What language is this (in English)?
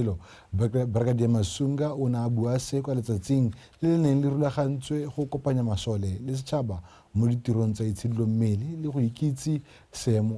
Tswana